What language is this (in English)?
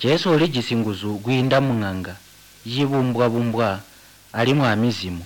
Tonga (Zambia)